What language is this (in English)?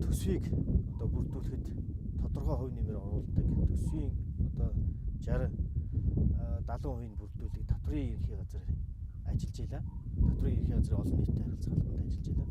Mongolian